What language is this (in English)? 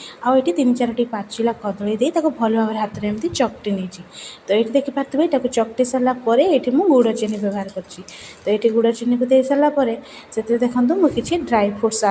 Odia